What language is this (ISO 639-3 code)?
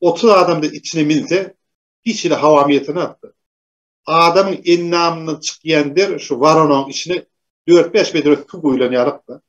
tuk